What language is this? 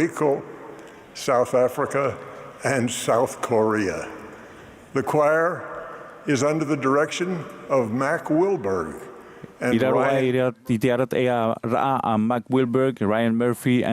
Tahitian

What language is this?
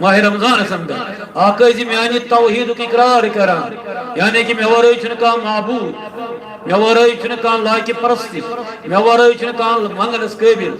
Kashmiri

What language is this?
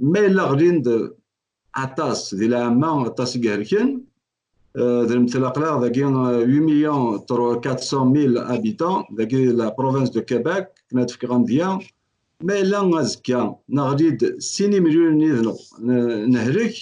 Kabyle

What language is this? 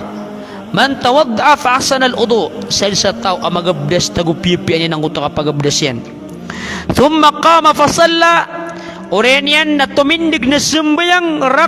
Maranao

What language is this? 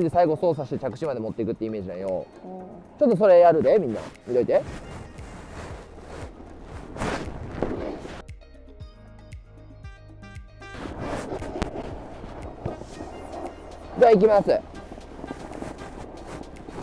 Japanese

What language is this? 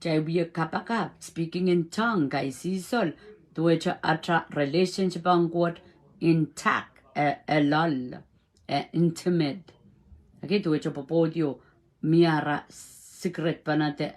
Pohnpeian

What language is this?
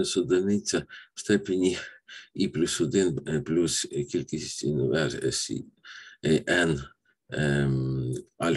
Ukrainian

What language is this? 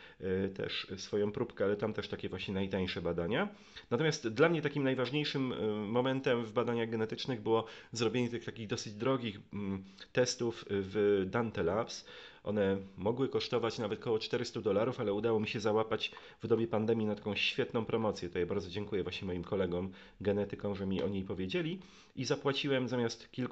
Polish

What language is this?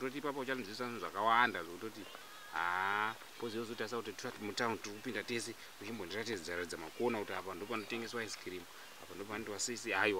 Shona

